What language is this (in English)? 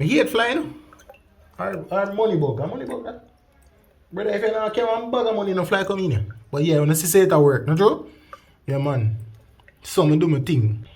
Jamaican Creole English